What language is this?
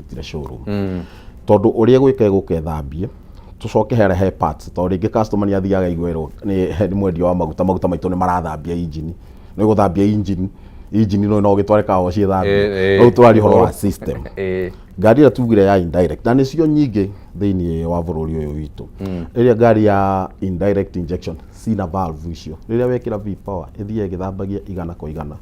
Kikuyu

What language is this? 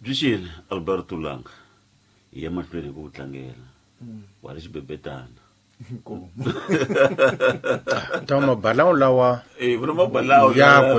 Tsonga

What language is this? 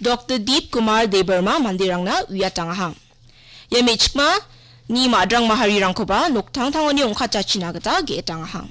Garo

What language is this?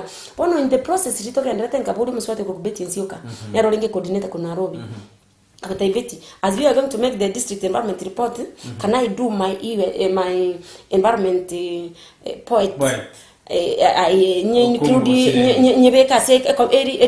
Gusii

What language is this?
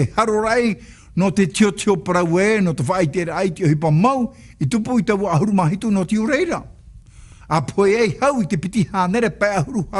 Tahitian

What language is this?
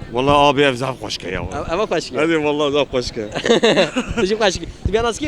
Kurdish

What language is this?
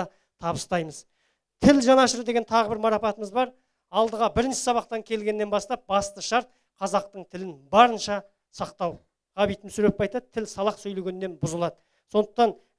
Kazakh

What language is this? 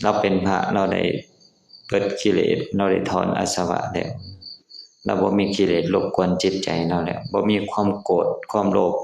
Lao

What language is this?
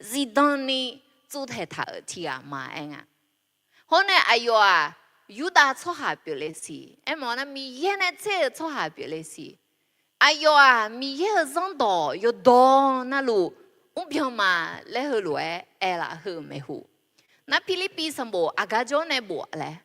Akha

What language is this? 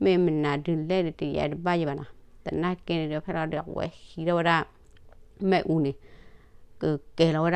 S'gaw Karen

